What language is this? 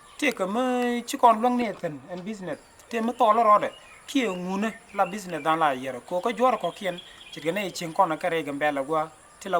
Nuer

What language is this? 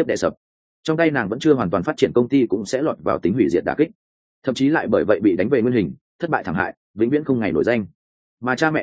Vietnamese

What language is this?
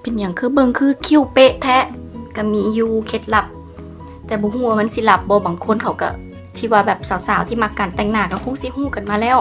Lao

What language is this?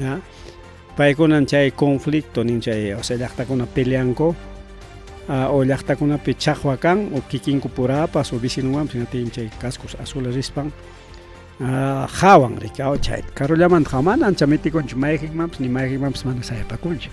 Ayacucho Quechua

